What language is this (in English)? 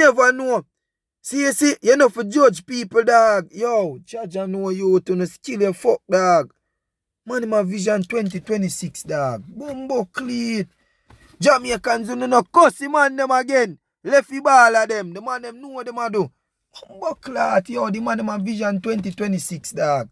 Jamaican Creole English